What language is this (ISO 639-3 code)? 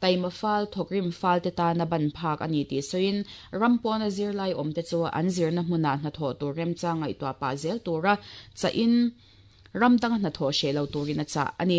lus